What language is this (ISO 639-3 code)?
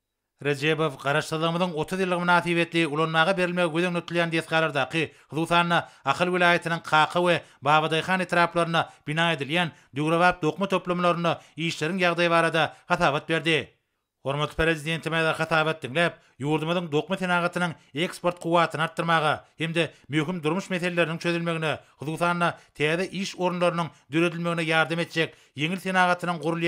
tuk